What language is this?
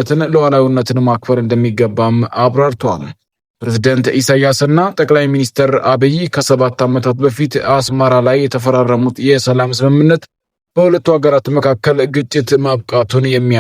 Amharic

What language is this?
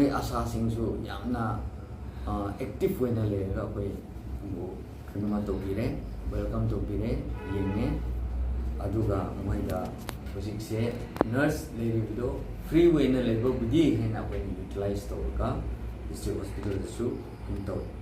Manipuri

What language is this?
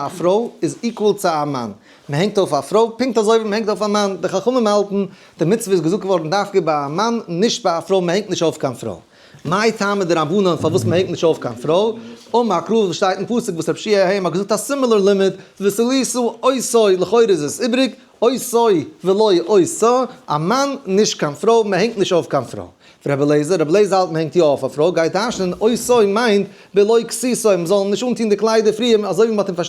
Yiddish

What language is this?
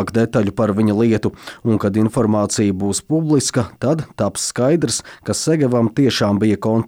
Latvian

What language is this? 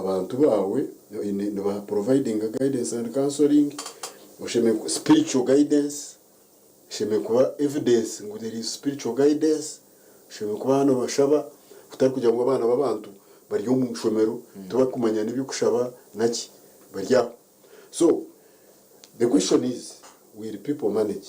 Nyankole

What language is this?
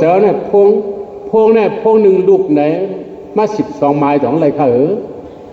Shan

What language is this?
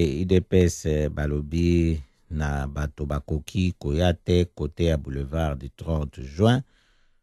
Lingala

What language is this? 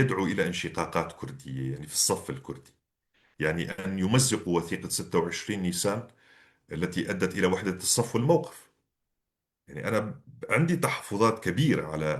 North Levantine Arabic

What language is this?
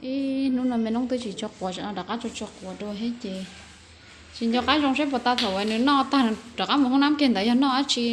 Hmong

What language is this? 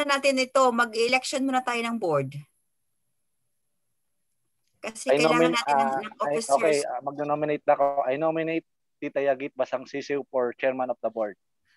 Filipino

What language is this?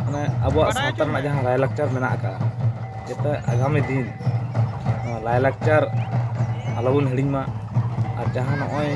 Santali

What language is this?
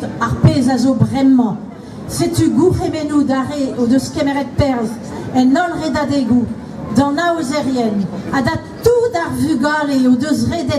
Breton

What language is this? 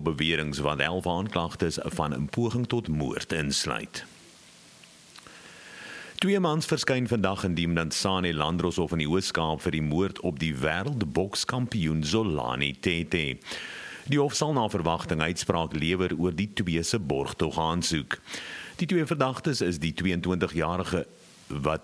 Afrikaans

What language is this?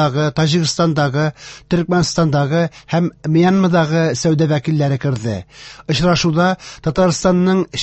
Tatar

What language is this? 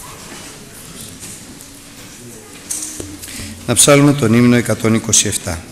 Greek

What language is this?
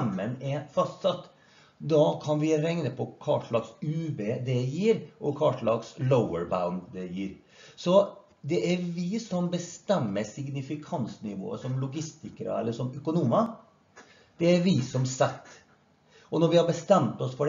Norwegian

